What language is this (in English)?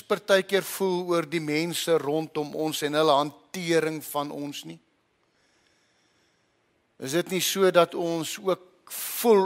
Afrikaans